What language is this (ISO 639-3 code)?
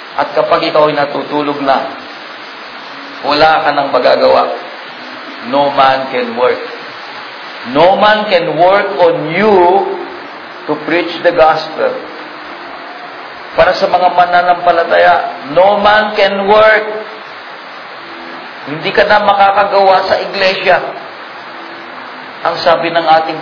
fil